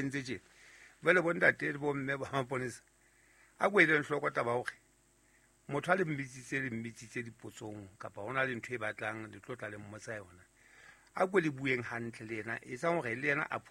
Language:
Southern Sotho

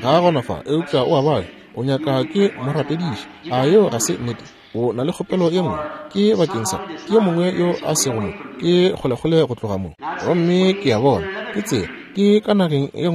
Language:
Northern Sotho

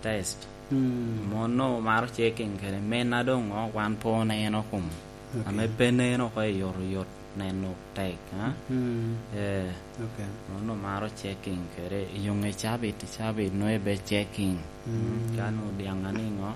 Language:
Lango (Uganda)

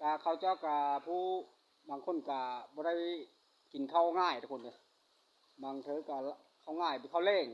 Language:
Lao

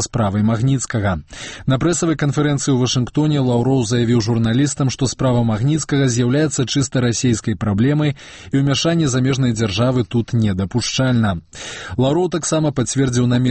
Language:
Belarusian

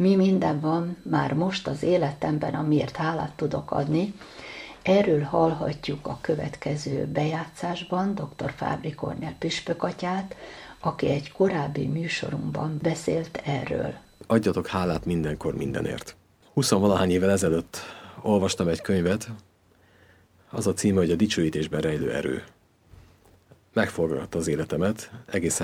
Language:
Hungarian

